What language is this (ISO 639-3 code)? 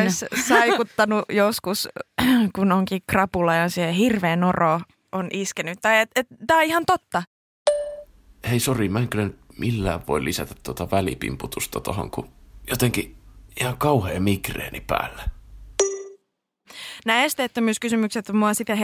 fin